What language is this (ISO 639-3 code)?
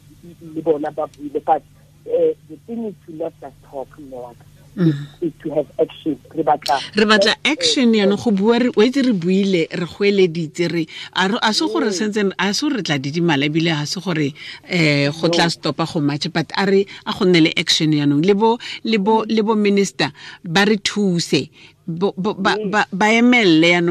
tsn